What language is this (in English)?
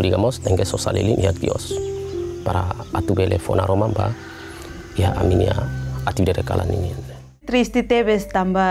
Tetum